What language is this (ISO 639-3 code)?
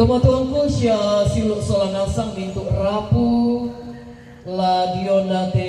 sda